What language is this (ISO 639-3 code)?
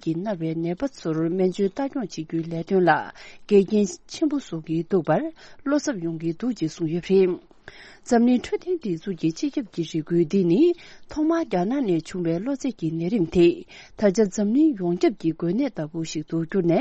bod